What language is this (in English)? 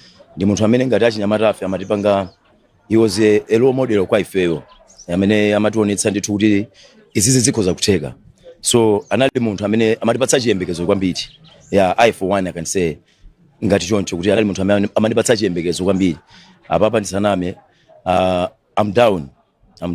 Nyanja